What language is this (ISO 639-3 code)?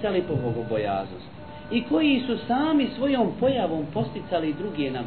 bos